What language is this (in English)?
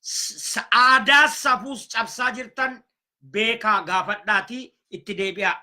Oromo